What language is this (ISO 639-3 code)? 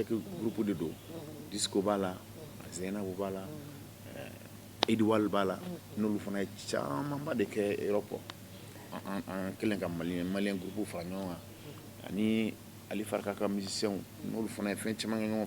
bam